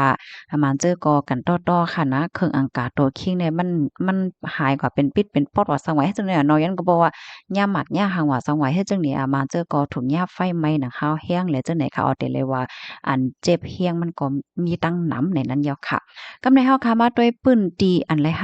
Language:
Shan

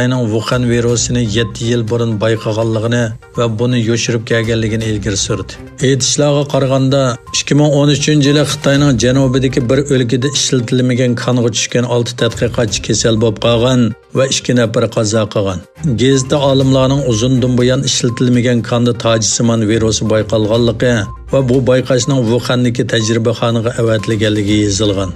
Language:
Uyghur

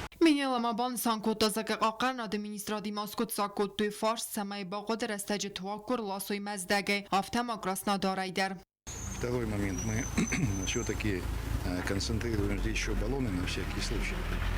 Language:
Ossetic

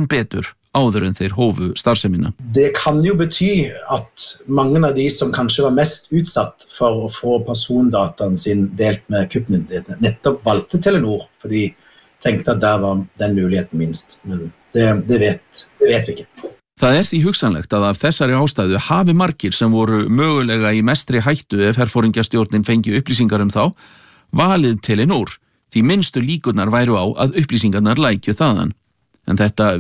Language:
Icelandic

